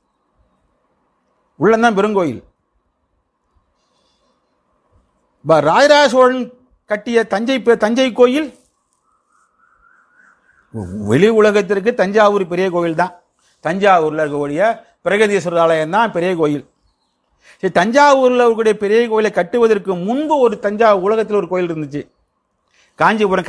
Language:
Tamil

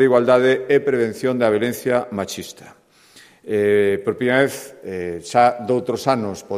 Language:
Galician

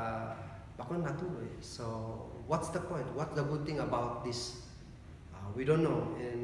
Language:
Kankanaey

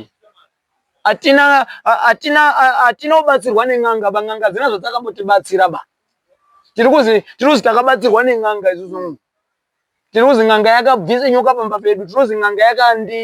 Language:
Shona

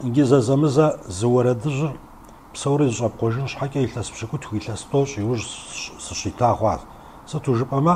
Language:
Kabardian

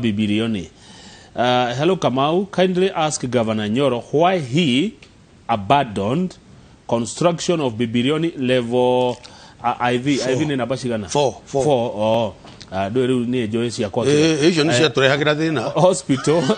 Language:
Kikuyu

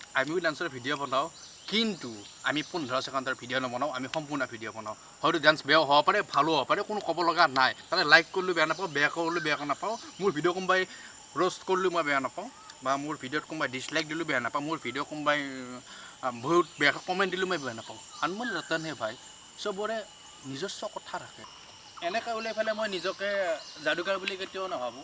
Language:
Assamese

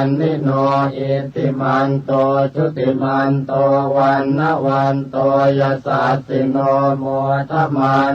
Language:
Pali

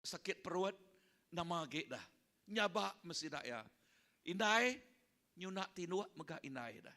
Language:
Iban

